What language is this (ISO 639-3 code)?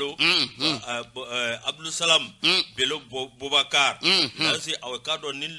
bam